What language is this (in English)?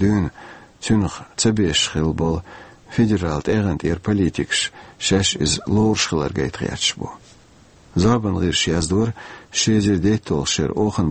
Chechen